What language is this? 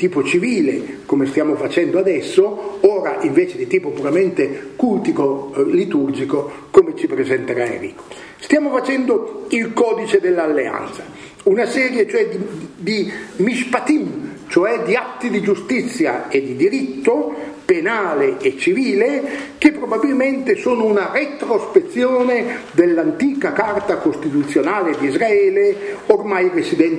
Italian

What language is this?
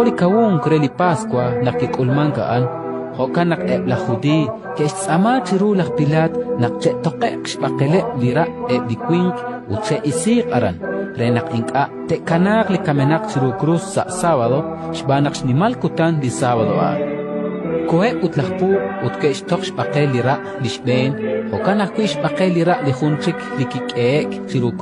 Kekchí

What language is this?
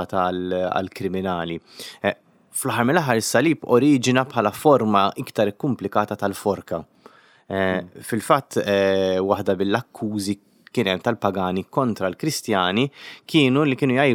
Maltese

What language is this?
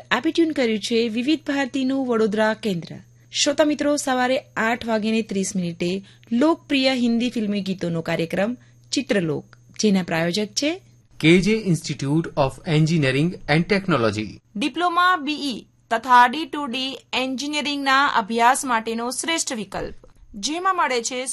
Gujarati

